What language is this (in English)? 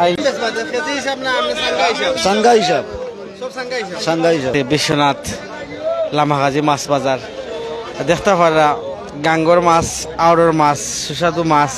Sylheti